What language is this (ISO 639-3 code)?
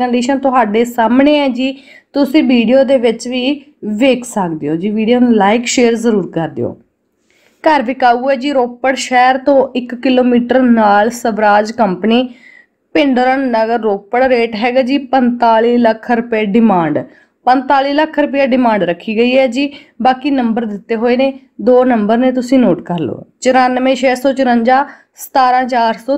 pan